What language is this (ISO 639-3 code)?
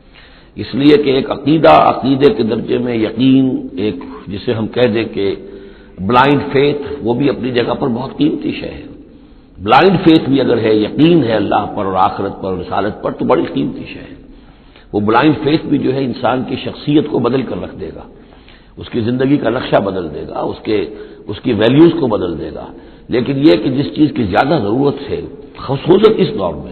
urd